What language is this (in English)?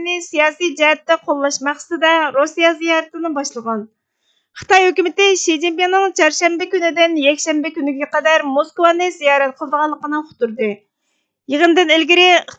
Uyghur